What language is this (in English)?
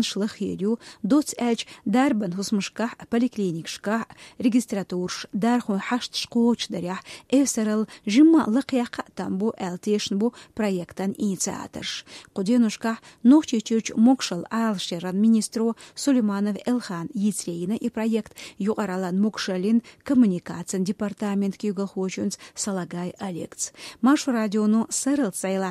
Chechen